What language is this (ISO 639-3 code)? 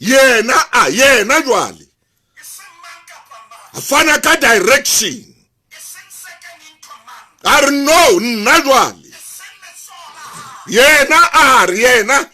sot